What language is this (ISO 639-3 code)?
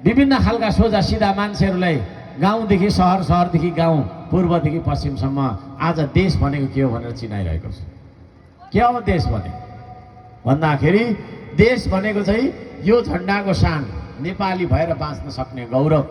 nep